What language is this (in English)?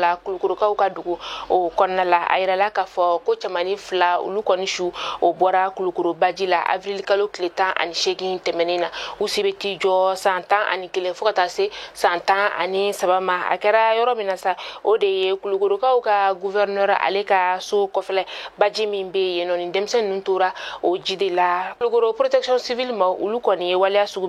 Bambara